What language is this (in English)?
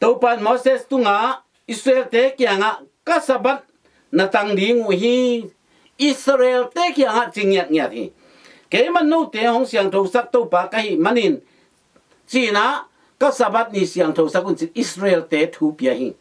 Tedim Chin